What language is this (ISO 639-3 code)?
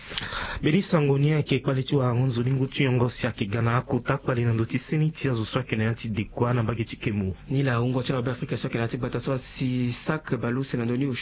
sag